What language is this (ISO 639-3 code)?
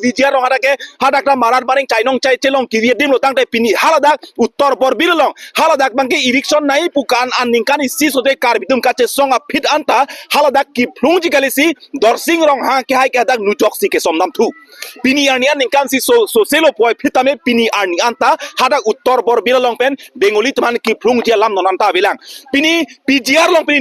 mjw